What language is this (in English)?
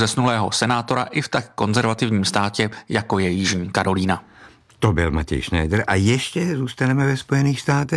Czech